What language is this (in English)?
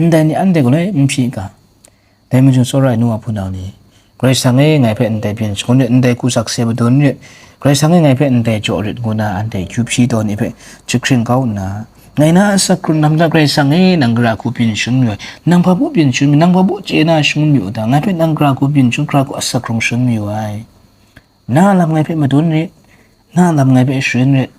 Kachin